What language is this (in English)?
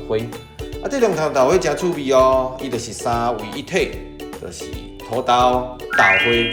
Min Nan Chinese